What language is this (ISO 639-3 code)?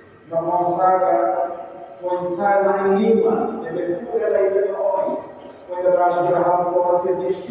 tet